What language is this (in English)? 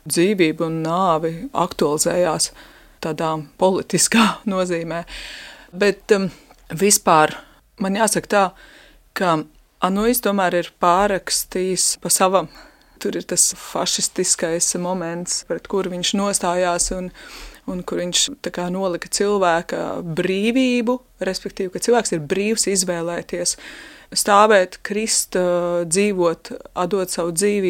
Latvian